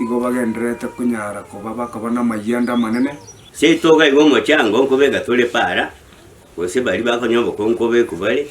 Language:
Gusii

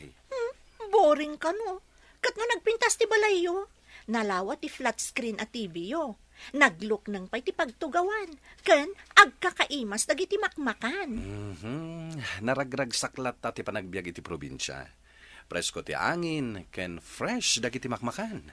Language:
Iloko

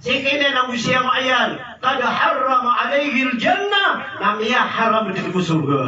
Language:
Maranao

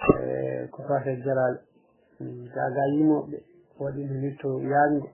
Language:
Fula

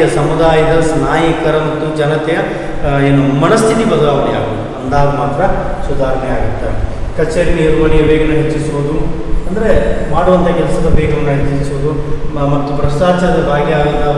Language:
Kannada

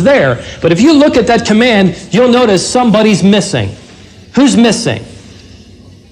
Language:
English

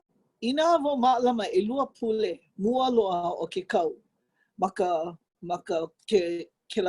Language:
Hawaiian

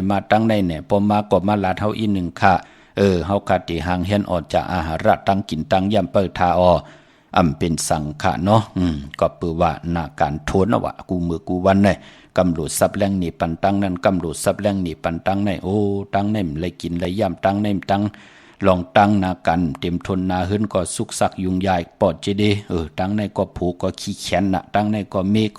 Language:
Shan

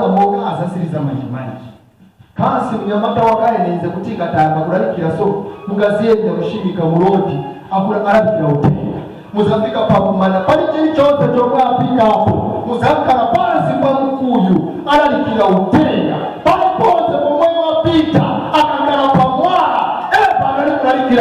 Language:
Nyanja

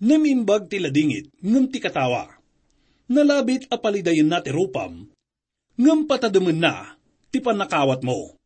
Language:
Iloko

